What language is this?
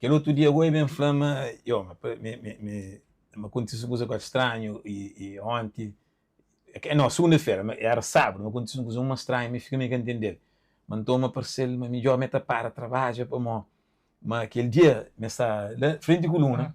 Kabuverdianu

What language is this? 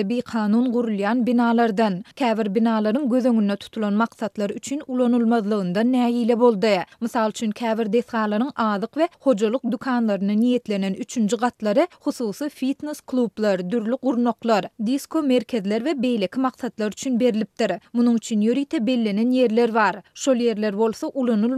Turkmen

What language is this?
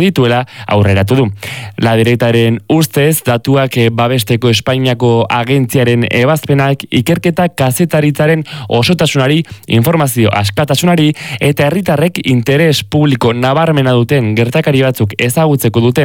Basque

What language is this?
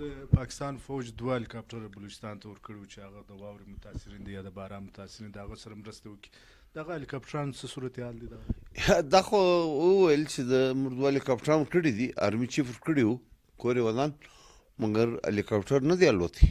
Pashto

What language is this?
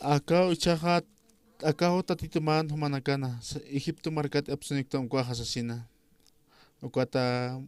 Aymara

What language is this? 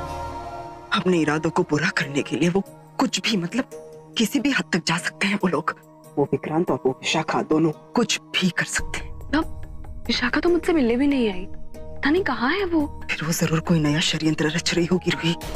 Hindi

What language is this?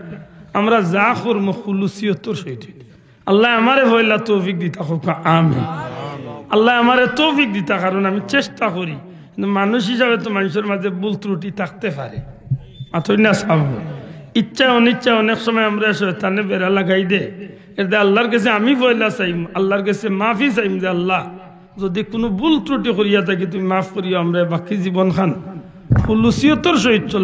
Sylheti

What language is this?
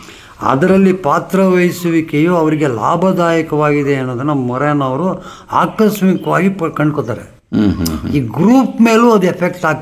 Kannada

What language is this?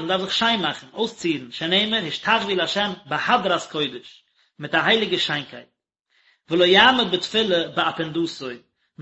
Yiddish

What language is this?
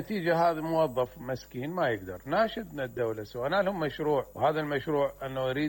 Mesopotamian Arabic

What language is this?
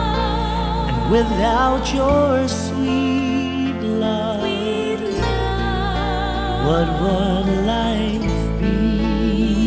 English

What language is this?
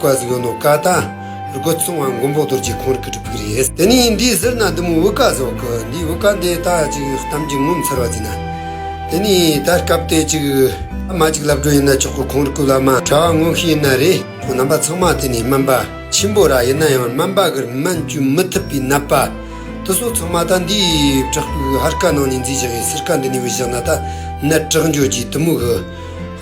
Tibetan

